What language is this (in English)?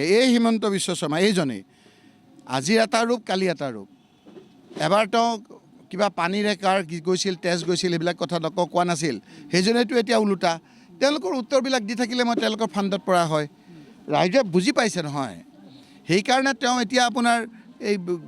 Assamese